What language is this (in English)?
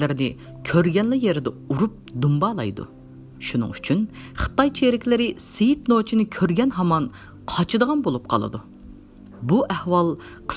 Uyghur